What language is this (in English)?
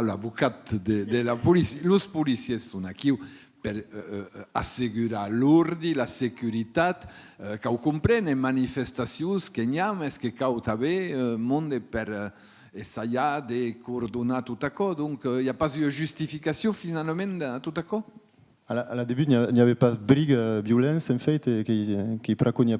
Occitan